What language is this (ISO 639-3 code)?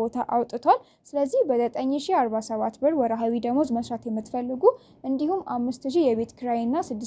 amh